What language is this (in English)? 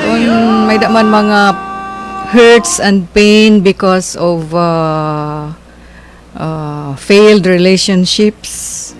Waray